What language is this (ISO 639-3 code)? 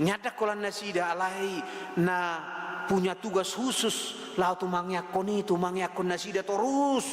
bbc